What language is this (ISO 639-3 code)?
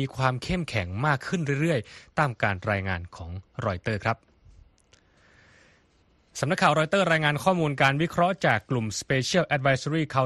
tha